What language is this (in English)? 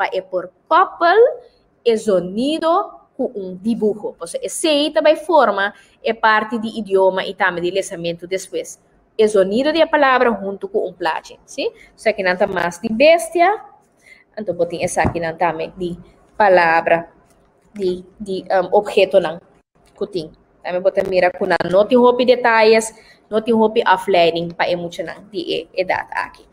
Papiamento